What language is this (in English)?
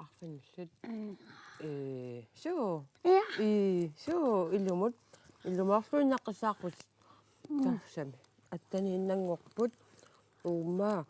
Kalaallisut